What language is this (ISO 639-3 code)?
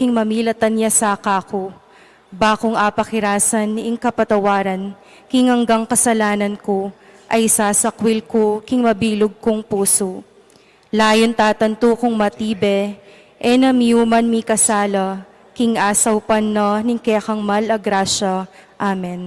pam